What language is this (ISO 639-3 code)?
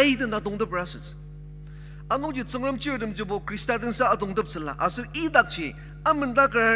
njo